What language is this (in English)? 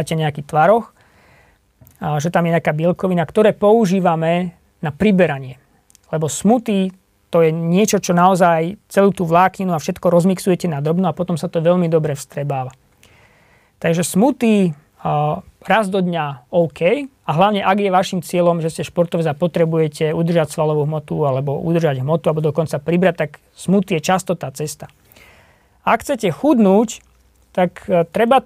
Slovak